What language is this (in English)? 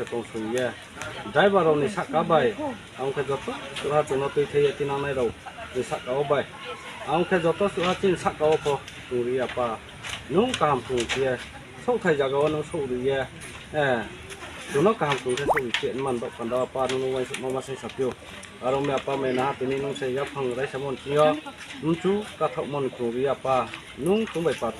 Riang (India)